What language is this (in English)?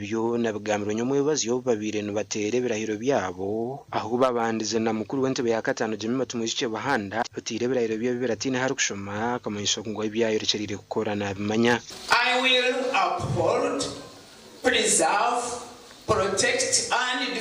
Nyankole